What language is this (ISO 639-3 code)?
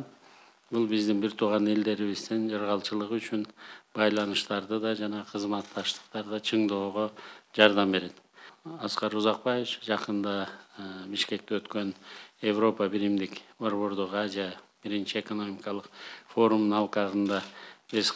kir